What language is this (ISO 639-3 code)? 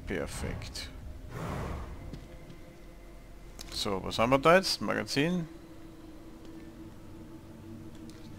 deu